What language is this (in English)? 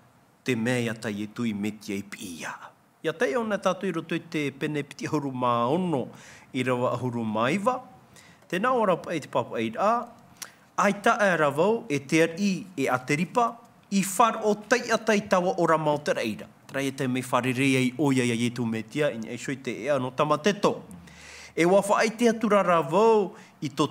Tahitian